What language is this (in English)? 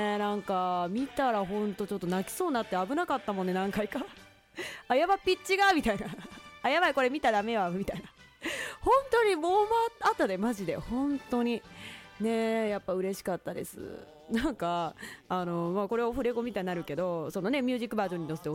Japanese